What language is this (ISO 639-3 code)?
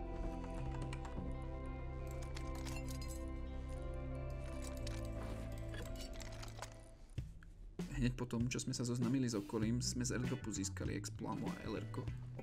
slk